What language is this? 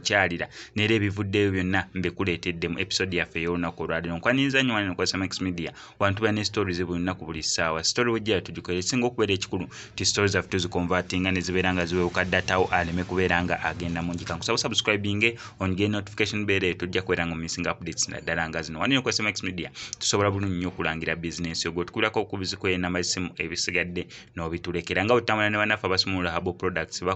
Ganda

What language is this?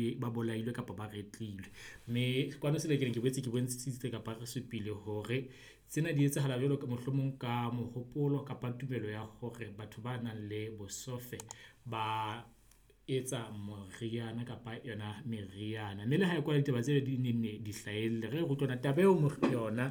Southern Sotho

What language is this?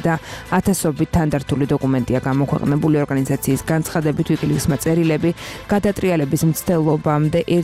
Georgian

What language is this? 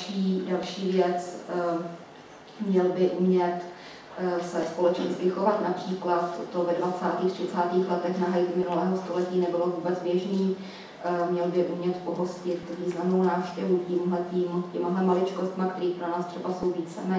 Czech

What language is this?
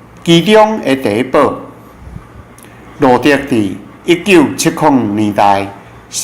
Min Nan Chinese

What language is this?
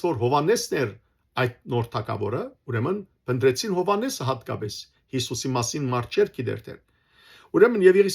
Western Armenian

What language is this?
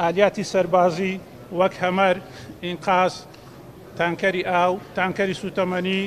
Central Kurdish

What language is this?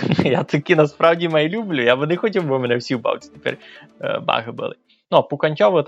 Rusyn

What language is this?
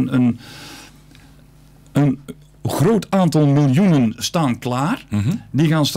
Dutch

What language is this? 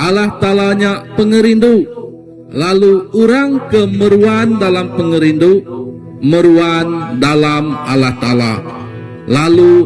Iban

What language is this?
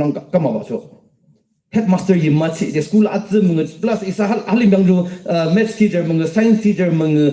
Yimchungru Naga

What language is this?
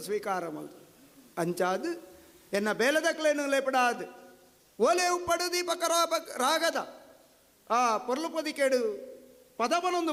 Tulu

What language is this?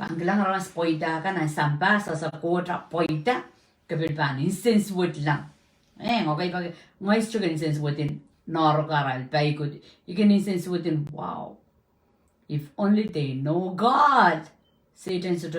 Pohnpeian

